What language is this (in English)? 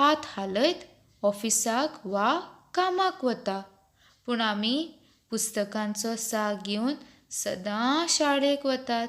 Konkani